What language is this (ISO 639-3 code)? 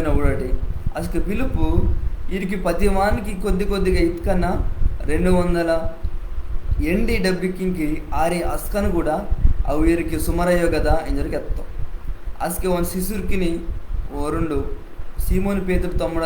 kff